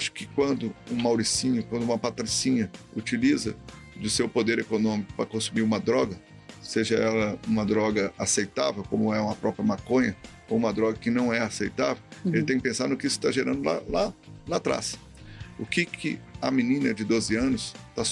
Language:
Portuguese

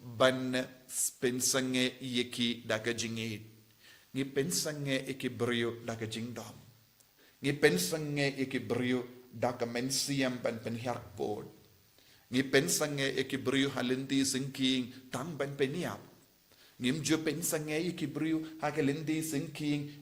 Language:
Khasi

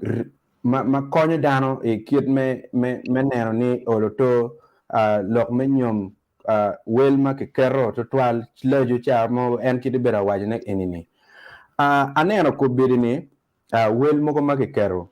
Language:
Acoli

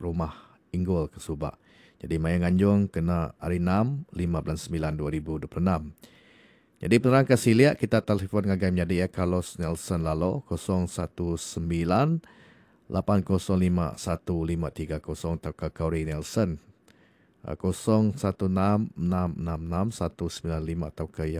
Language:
Iban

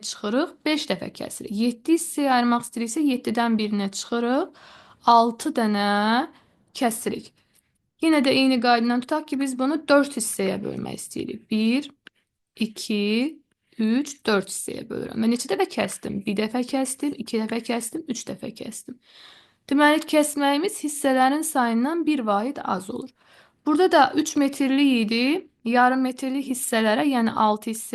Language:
Azerbaijani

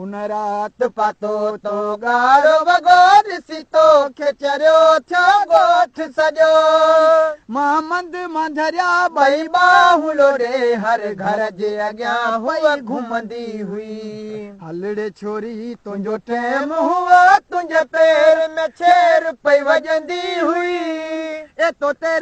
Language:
Sindhi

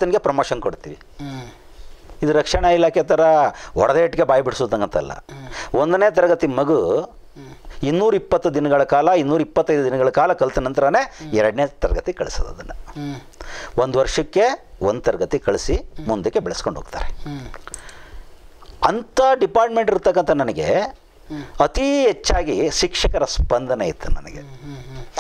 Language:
Kannada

